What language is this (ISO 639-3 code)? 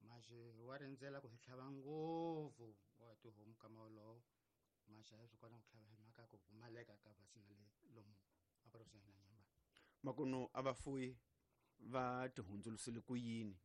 tso